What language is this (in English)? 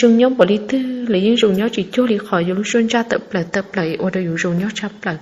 Hmong